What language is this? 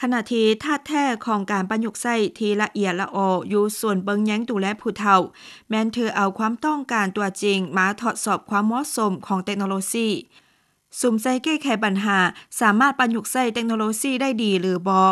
Lao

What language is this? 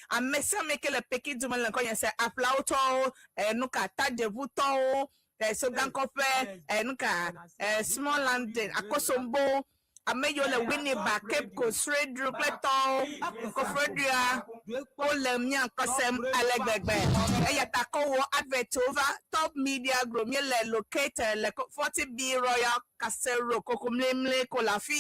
Ewe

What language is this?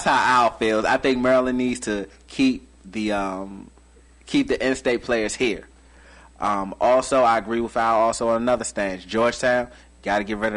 English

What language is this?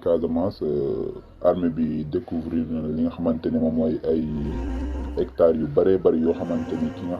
Wolof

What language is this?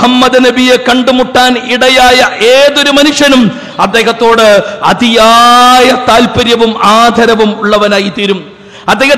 Malayalam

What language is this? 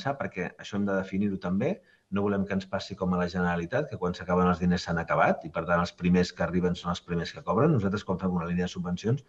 Catalan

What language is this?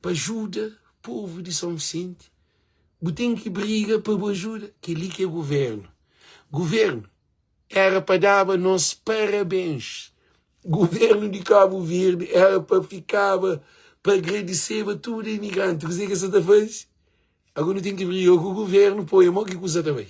Kabuverdianu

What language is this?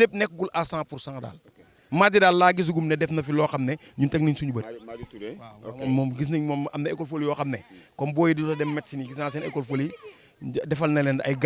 Wolof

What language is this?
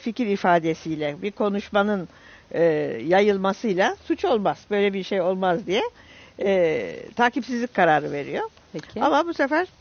Turkish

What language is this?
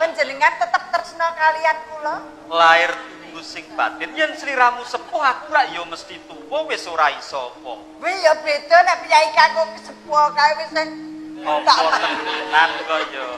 Javanese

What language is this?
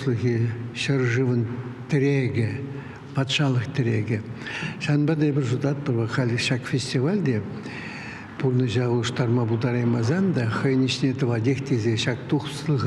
Chuvash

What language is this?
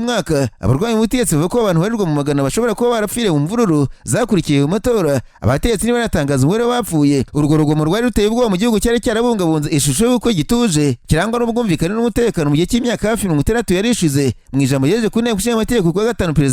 Kinyarwanda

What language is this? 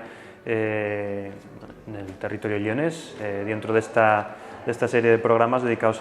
Asturian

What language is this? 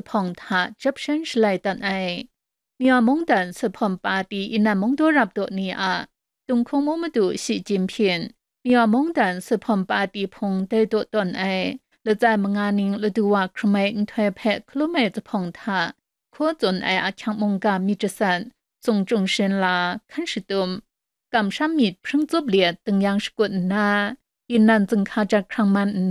Kachin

